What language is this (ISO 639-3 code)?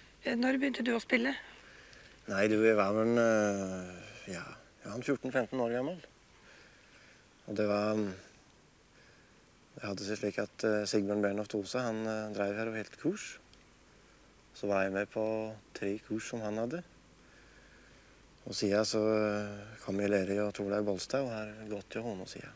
nor